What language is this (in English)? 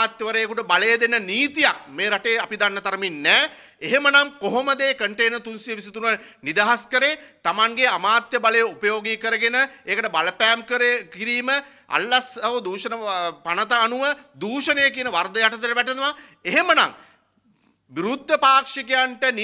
Sinhala